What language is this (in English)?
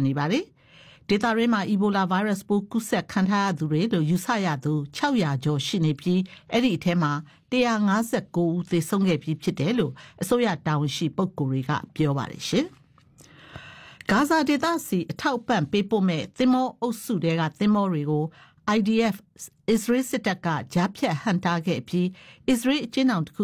Burmese